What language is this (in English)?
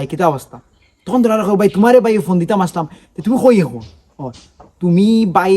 Sylheti